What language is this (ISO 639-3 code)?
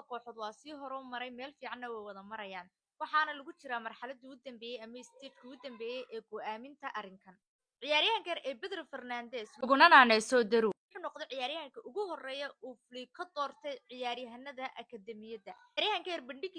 som